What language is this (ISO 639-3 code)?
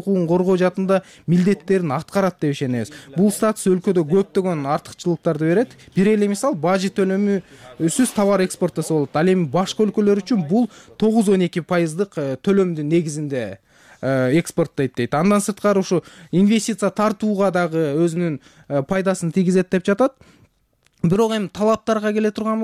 kir